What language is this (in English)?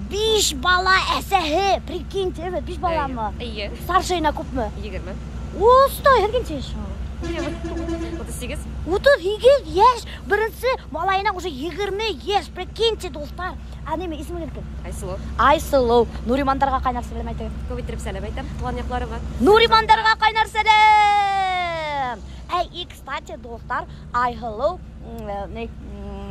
Bashkir